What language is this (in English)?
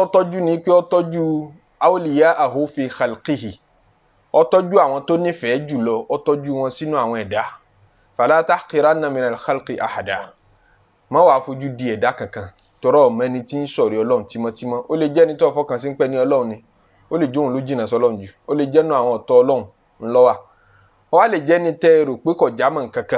Yoruba